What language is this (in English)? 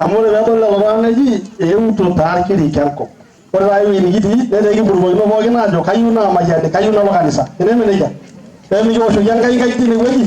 Masai